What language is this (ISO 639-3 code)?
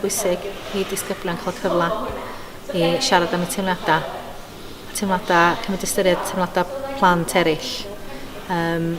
cym